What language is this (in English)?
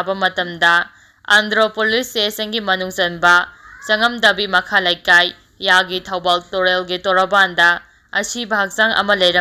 Manipuri